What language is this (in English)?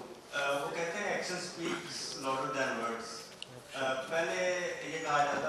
Urdu